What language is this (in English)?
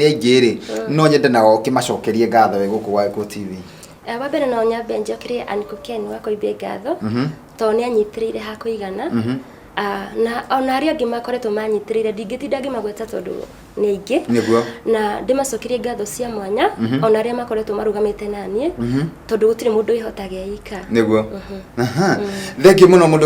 Kikuyu